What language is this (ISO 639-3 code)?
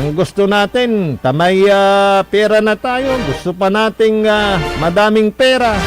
pag